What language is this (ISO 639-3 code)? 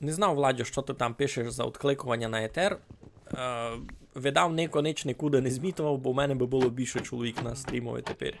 rue